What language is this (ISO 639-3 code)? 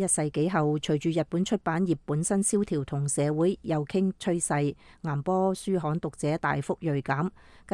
yue